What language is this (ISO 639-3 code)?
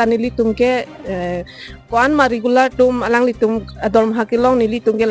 mjw